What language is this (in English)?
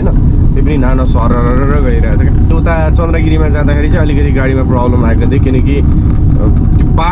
Nepali